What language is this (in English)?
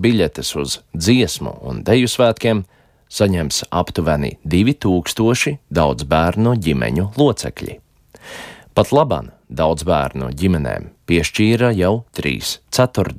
Latvian